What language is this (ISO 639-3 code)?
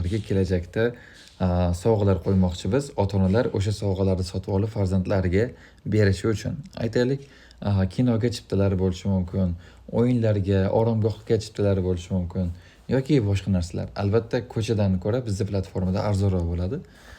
uzb